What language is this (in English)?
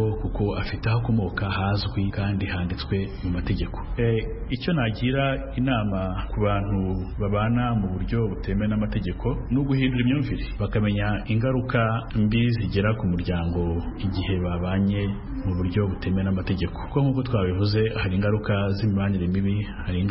Kinyarwanda